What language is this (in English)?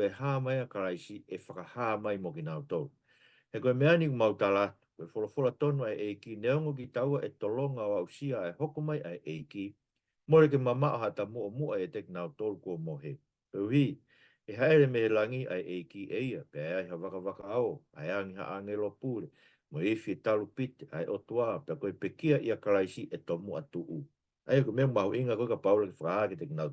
Tongan